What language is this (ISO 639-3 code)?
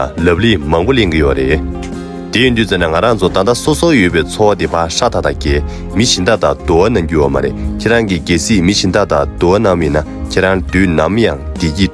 bod